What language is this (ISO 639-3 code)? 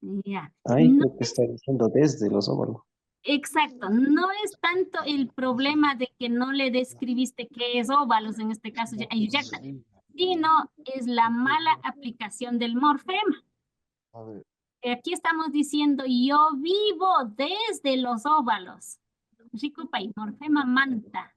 qvi